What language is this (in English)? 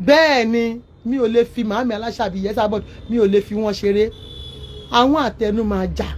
Yoruba